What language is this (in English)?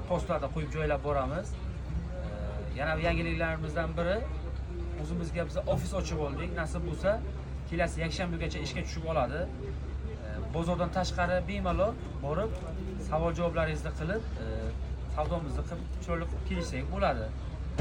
Uzbek